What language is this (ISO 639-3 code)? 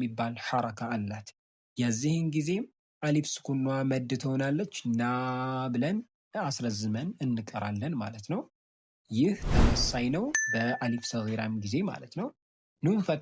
amh